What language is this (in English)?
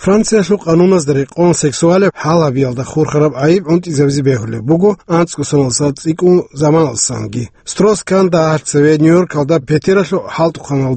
Avaric